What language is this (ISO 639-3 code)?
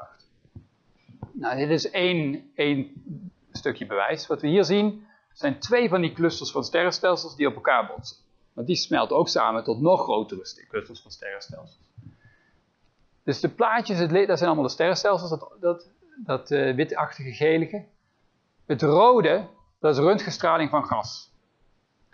nld